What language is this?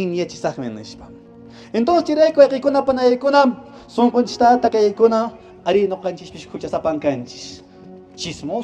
Quechua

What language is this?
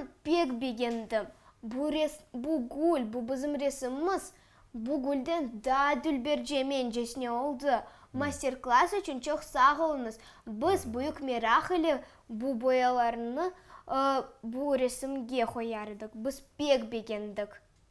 Crimean Tatar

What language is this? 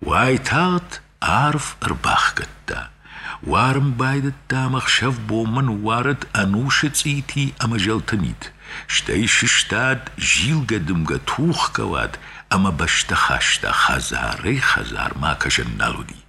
Ossetic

